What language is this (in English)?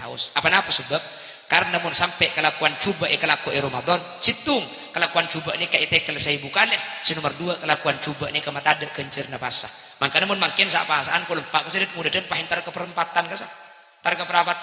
Madurese